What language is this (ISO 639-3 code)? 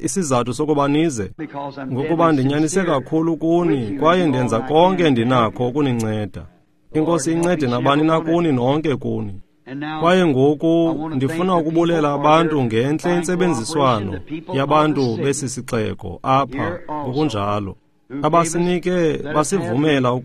xho